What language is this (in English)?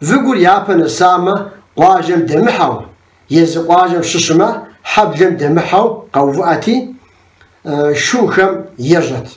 Kabardian